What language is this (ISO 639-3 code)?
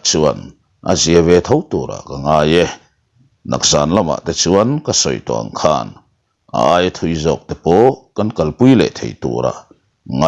lus